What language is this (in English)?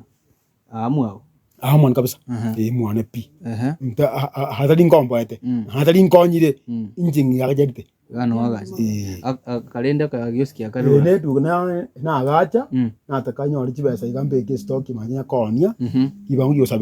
Gusii